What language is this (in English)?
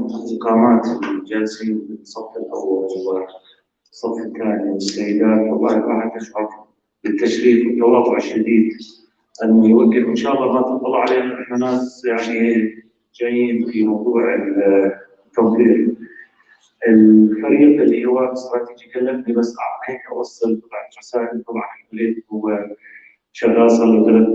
North Levantine Arabic